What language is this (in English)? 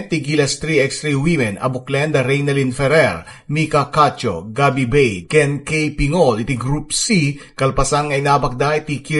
Iloko